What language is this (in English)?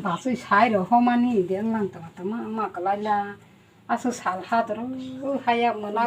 Kok Borok